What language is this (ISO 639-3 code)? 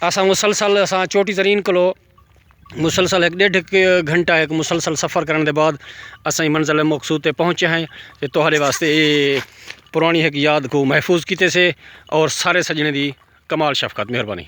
skr